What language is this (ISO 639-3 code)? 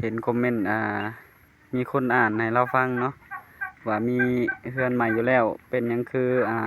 tts